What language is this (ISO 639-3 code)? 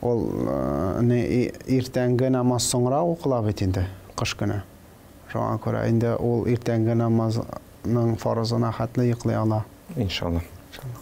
tat